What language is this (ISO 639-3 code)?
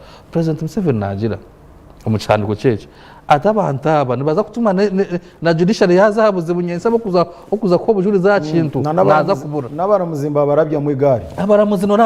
nyn